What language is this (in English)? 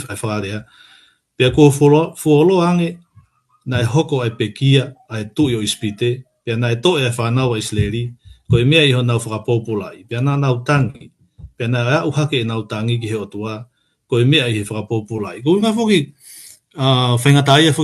Tongan